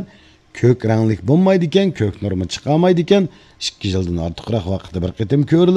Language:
Uyghur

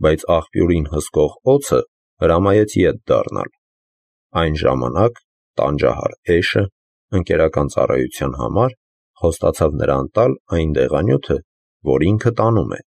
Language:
Armenian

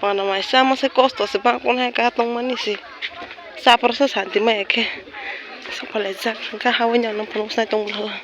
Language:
Kok Borok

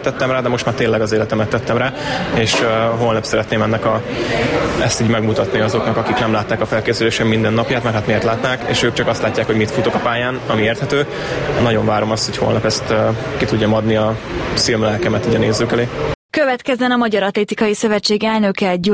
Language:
Hungarian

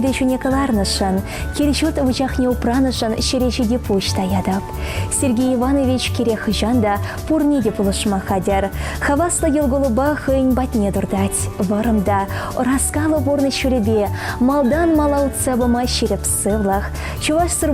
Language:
Chuvash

